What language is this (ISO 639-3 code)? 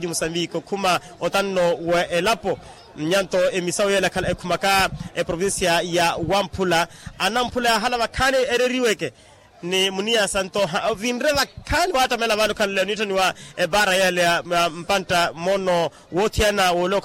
vmw